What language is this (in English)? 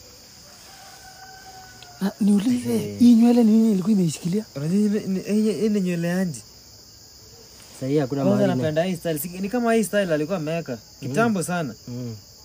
Swahili